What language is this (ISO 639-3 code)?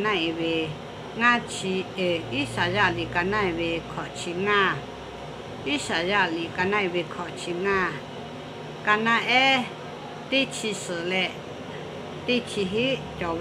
lhu